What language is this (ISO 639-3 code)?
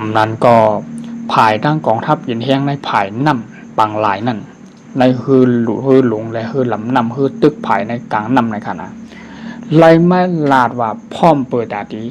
shn